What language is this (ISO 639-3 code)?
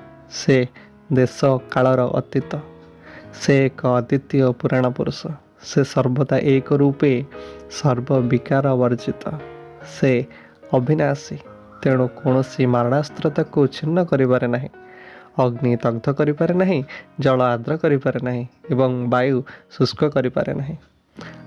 ori